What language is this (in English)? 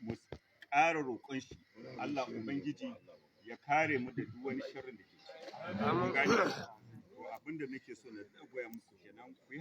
Hausa